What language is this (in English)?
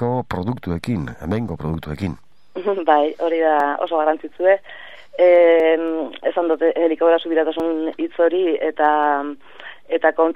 Basque